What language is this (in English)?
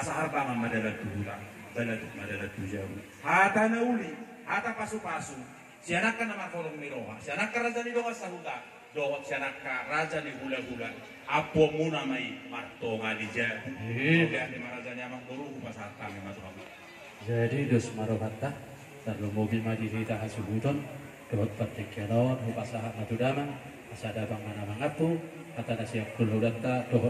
Batak Toba